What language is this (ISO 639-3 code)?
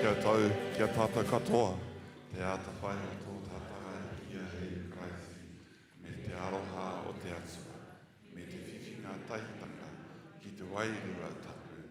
mri